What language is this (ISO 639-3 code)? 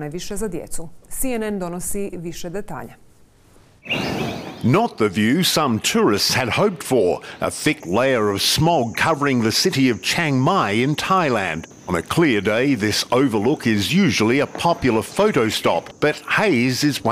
hrv